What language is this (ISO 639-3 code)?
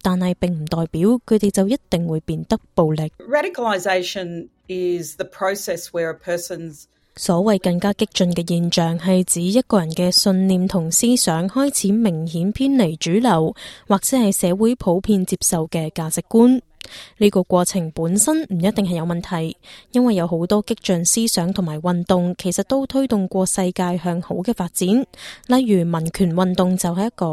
yue